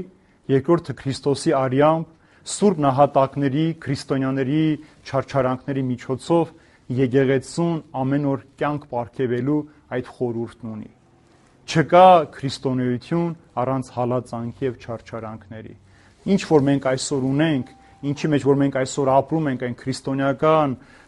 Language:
Armenian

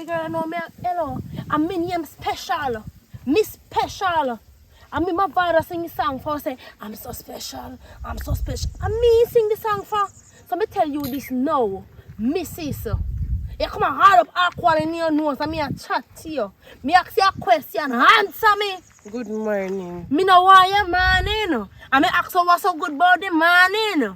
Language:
Jamaican Creole English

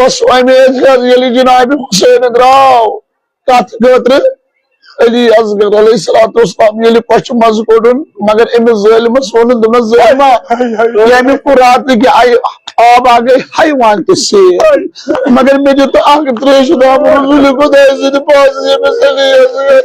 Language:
Kashmiri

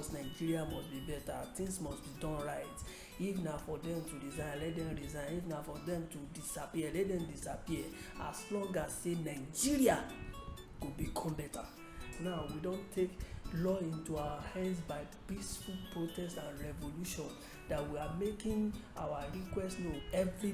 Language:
Nigerian Pidgin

